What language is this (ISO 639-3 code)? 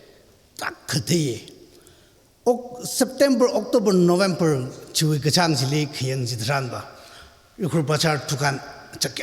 nmf